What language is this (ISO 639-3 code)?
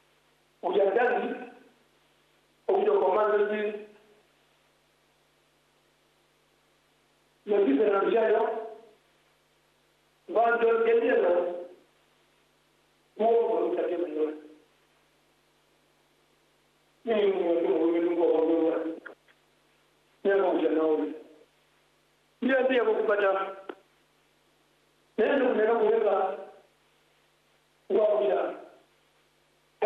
swa